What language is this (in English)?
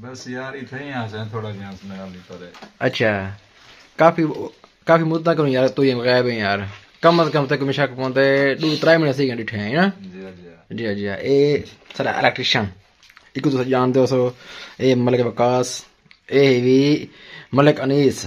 Saraiki